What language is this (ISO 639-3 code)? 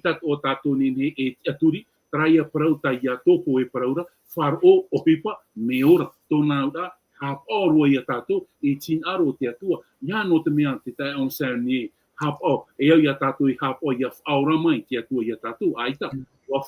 tah